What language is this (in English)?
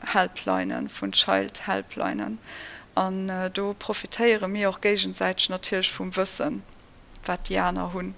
Luxembourgish